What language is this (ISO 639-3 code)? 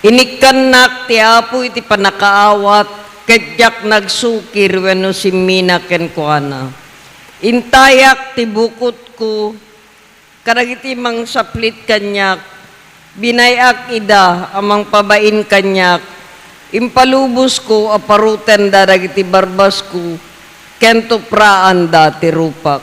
ilo